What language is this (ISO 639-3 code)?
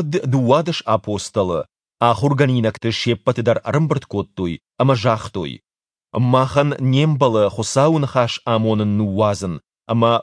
oss